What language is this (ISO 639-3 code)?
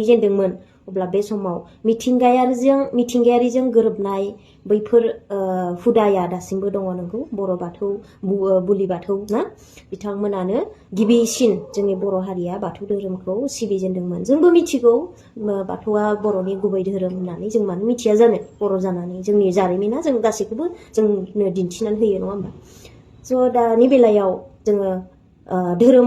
brx